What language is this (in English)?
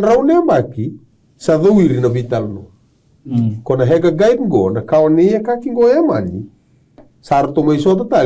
Fijian